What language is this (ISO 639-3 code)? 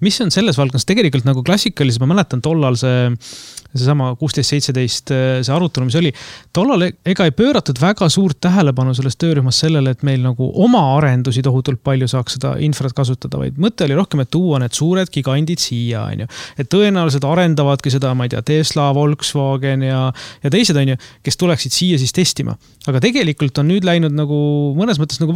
est